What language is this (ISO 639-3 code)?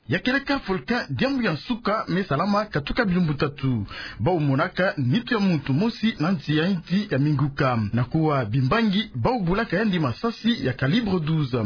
ktu